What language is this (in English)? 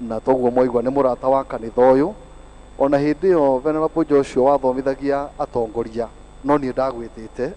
Kikuyu